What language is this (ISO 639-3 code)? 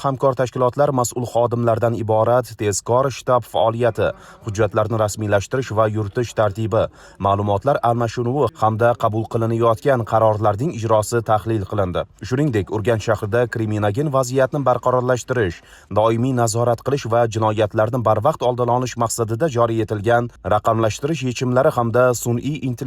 uzb